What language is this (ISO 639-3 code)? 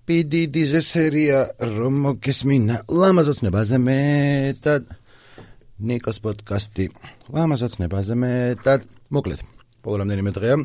kat